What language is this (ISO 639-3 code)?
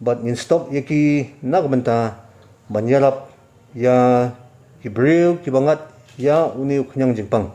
kha